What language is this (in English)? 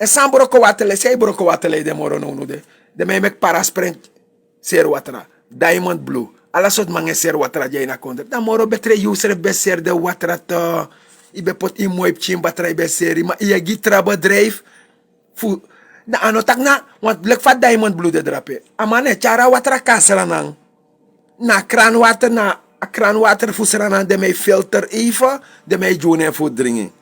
Sranan Tongo